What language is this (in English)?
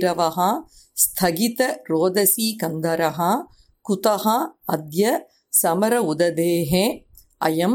Sanskrit